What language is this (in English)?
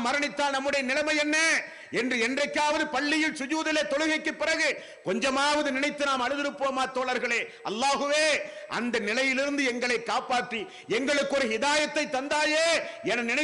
Tamil